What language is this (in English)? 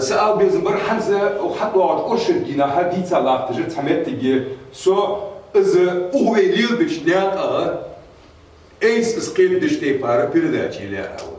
Ingush